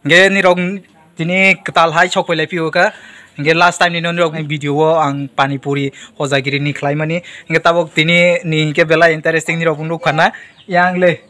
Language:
Kok Borok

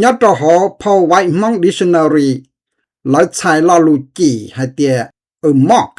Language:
Hmong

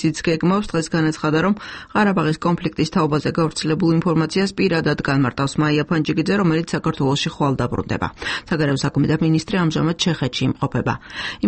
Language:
Georgian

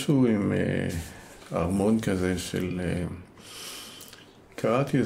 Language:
Hebrew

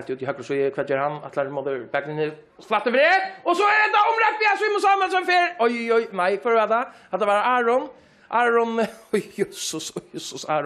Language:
Faroese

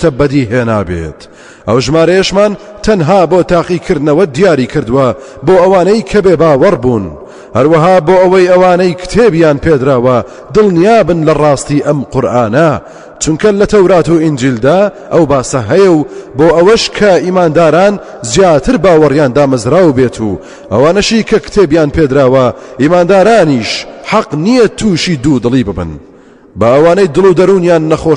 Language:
Central Kurdish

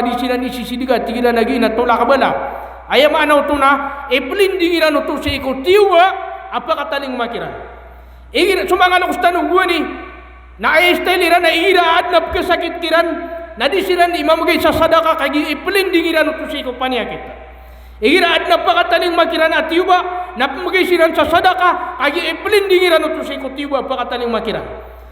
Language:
Maranao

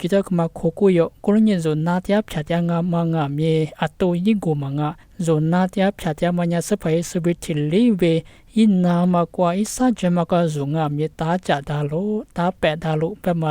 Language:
Lisu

